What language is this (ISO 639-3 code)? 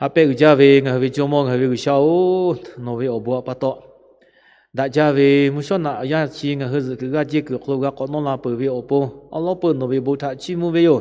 lhu